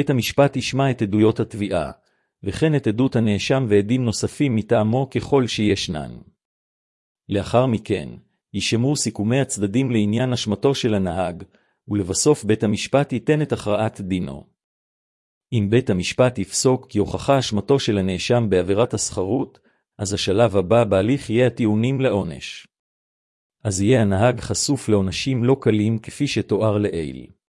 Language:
Hebrew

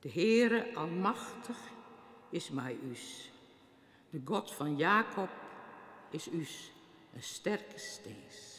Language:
Western Frisian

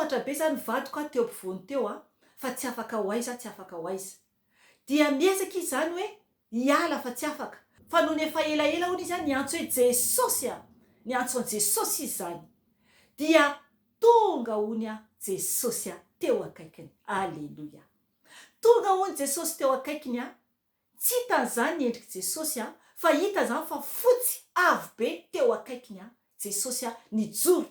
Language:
Malagasy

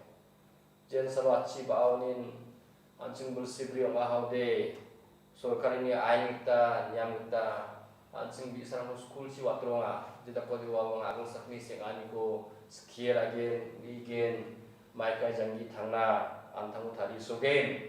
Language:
Garo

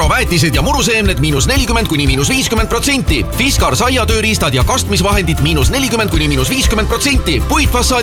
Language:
Estonian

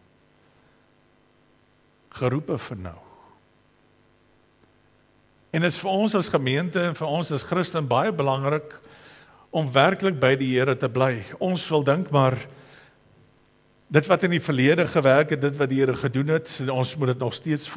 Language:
Afrikaans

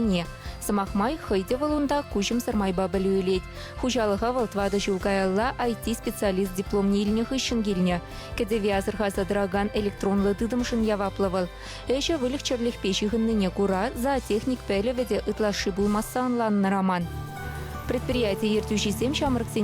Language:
Chuvash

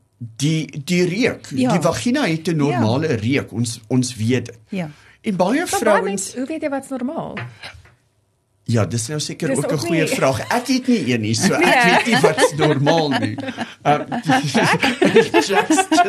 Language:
Afrikaans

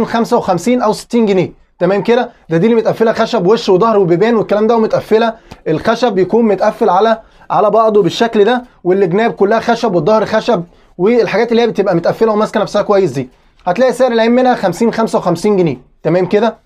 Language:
Egyptian Arabic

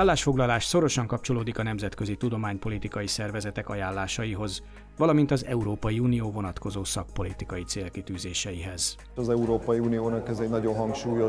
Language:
Hungarian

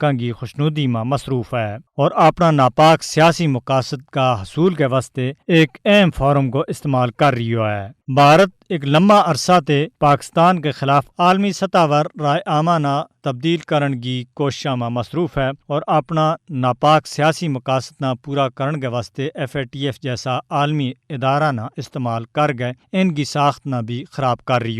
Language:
Gujari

